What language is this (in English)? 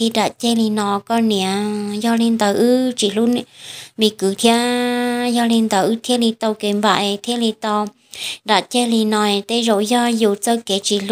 Hmong